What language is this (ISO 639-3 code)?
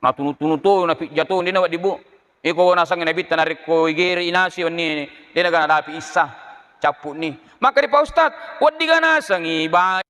bug